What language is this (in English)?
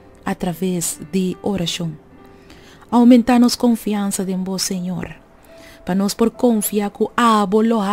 Papiamento